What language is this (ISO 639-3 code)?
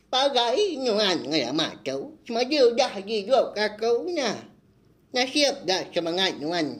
iba